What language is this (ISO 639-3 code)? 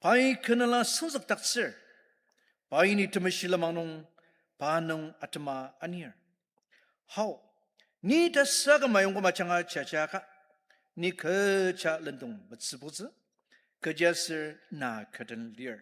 njo